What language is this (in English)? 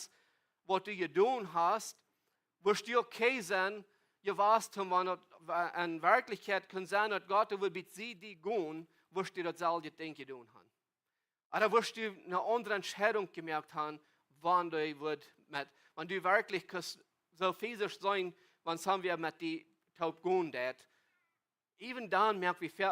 Plautdietsch